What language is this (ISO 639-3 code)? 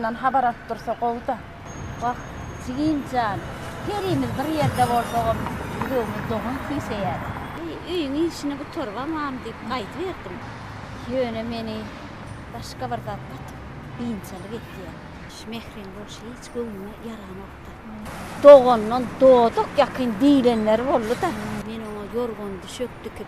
tuk